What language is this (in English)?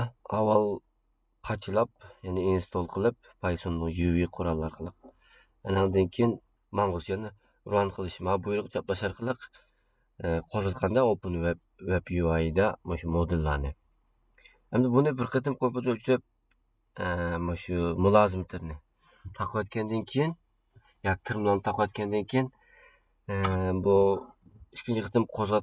Uyghur